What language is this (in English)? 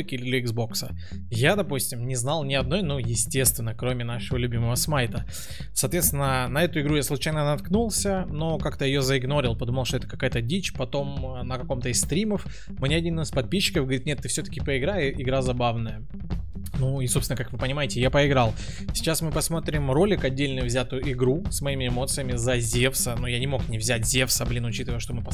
Russian